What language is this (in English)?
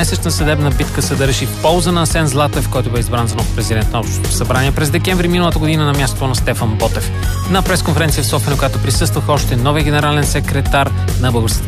Bulgarian